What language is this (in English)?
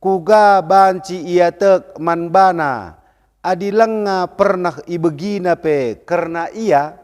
Batak Karo